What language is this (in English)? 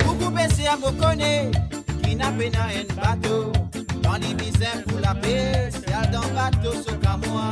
Morisyen